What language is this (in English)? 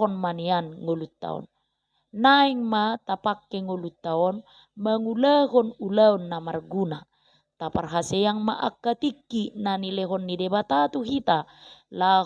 Batak Toba